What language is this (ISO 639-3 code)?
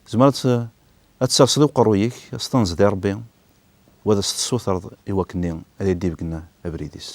kab